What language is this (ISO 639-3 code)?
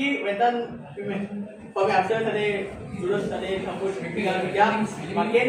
ban